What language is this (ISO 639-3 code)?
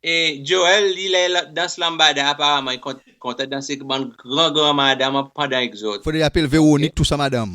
crs